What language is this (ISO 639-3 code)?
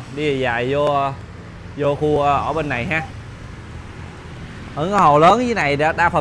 vie